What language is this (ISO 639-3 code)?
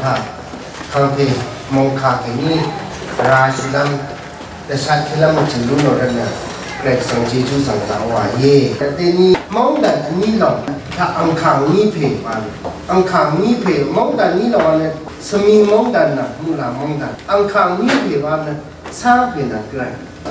raw